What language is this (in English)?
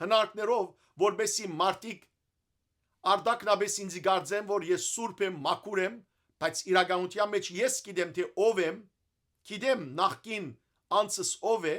Western Armenian